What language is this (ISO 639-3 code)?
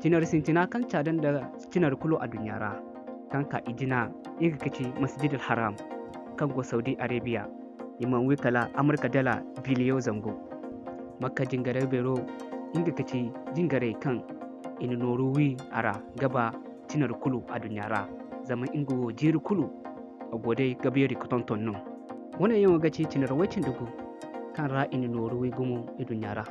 dje